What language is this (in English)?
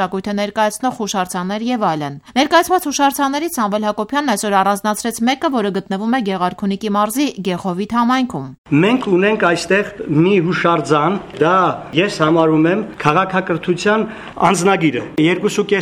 Armenian